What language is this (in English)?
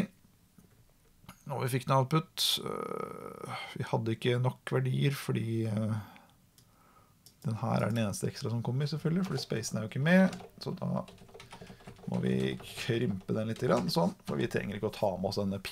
Norwegian